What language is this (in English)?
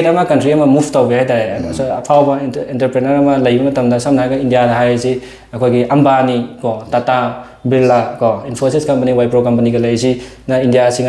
Manipuri